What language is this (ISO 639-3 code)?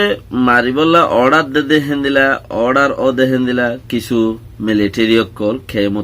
rhg